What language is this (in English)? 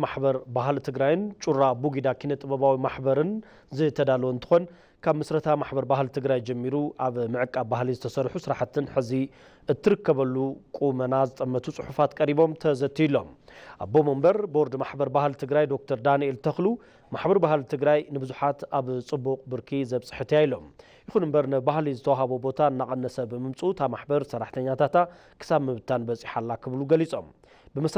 Tigrinya